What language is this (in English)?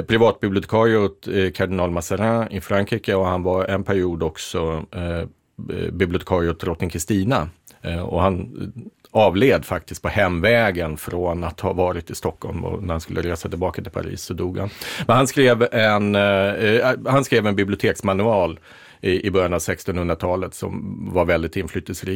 Swedish